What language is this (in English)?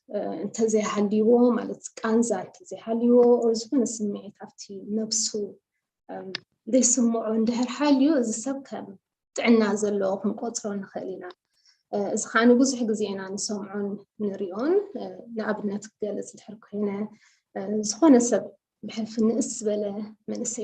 Tigrinya